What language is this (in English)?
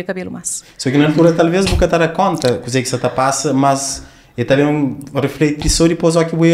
Kabuverdianu